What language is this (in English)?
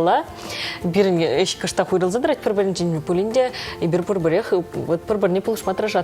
Chuvash